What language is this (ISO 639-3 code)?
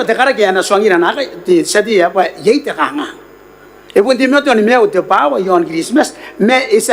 gil